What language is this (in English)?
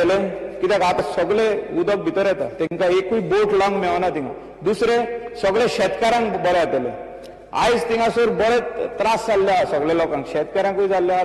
Konkani